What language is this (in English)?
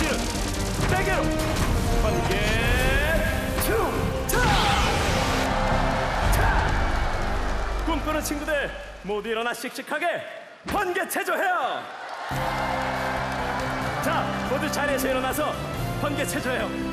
Korean